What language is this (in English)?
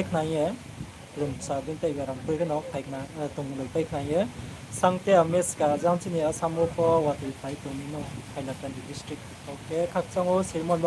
Riang (India)